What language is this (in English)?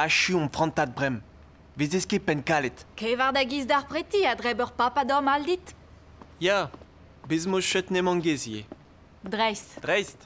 Breton